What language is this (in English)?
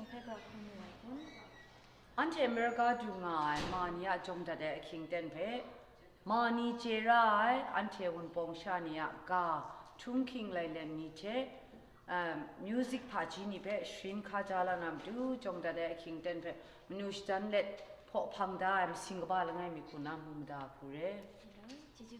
Kachin